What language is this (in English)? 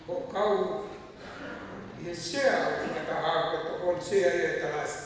Tongan